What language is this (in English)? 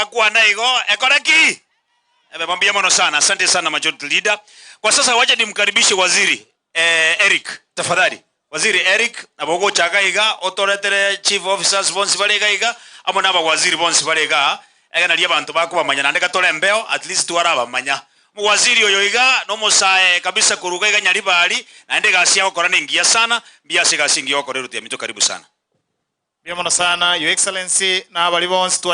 Gusii